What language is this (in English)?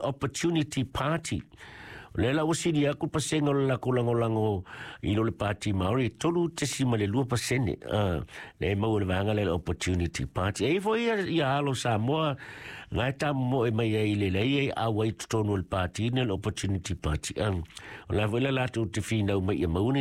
Samoan